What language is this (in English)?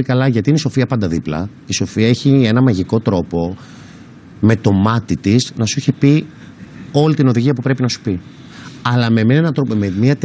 Greek